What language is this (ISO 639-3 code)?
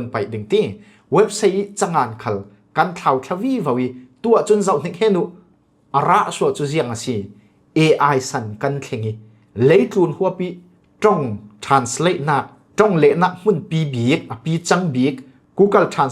cfm